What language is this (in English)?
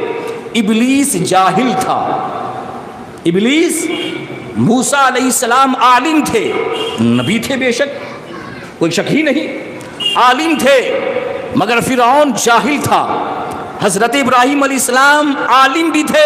Urdu